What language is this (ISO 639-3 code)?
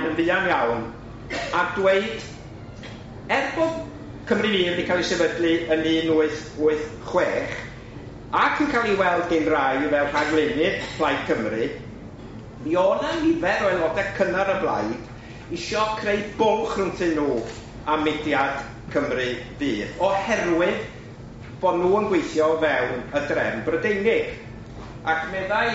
cym